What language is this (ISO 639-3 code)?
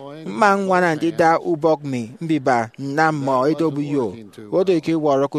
efi